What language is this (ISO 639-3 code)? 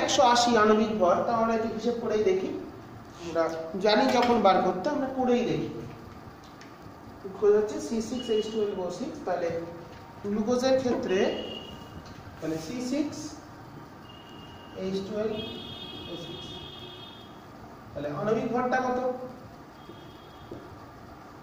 ben